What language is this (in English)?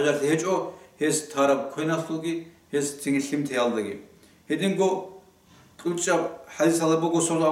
Avaric